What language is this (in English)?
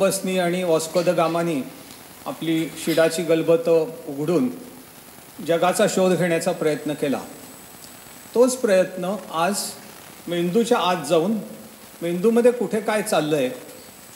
Marathi